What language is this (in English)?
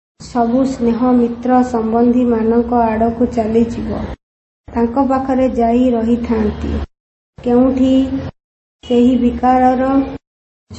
Odia